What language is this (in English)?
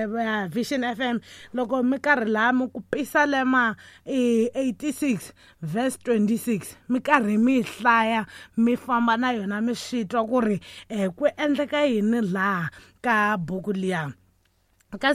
Tsonga